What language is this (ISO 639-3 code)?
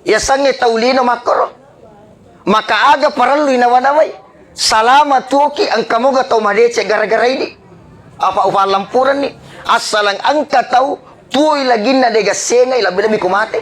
bug